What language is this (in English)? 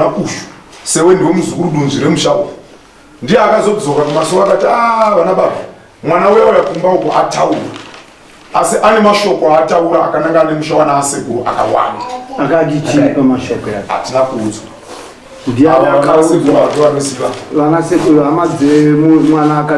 Shona